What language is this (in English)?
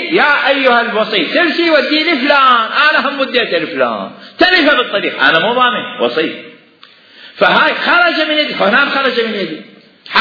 Mesopotamian Arabic